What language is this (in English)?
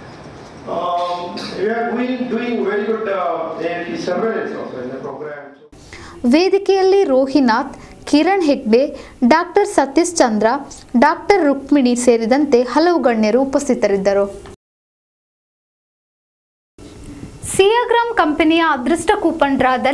Kannada